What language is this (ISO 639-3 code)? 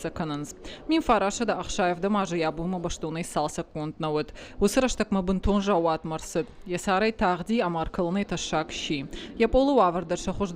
oss